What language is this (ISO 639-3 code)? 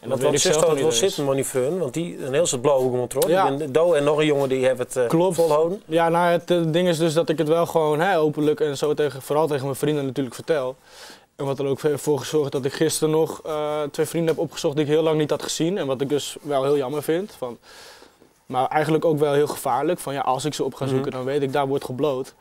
fry